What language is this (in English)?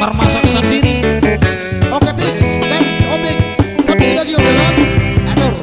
Batak Toba